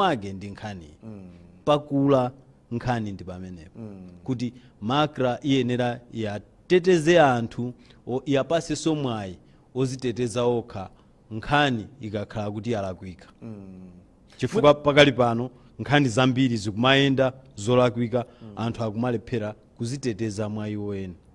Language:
Nyanja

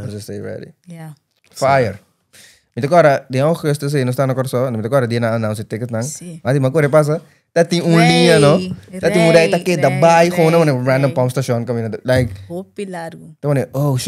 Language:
Papiamento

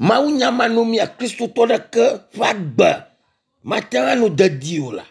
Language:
Ewe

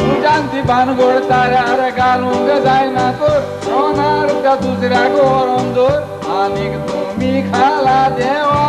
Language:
Konkani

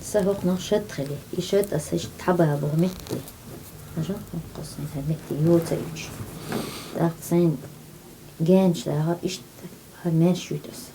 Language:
Chechen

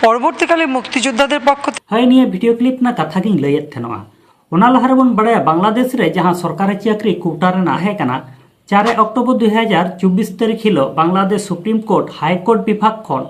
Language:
Santali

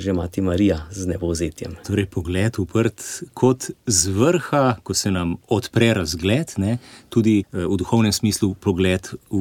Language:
Slovenian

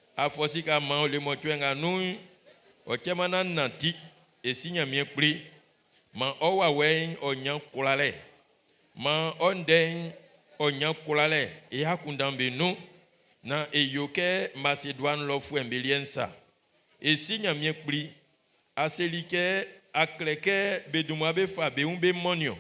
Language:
Baoulé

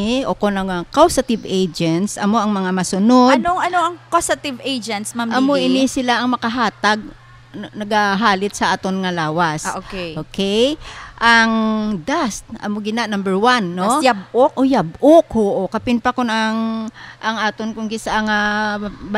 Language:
Hiligaynon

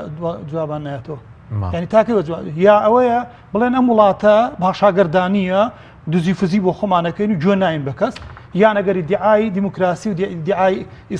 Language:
Central Kurdish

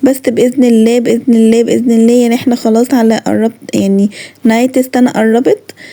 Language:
Egyptian Arabic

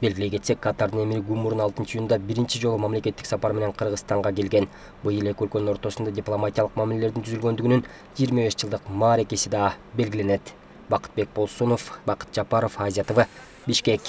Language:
Kyrgyz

